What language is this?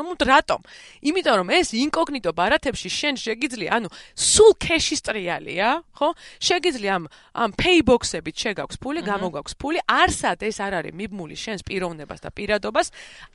Georgian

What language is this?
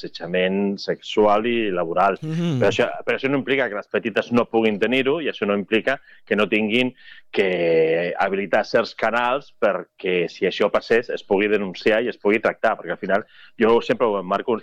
Catalan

